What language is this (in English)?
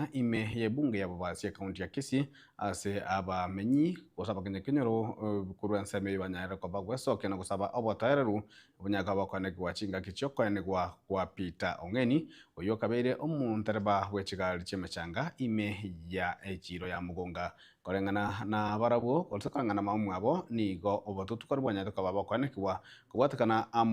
Gusii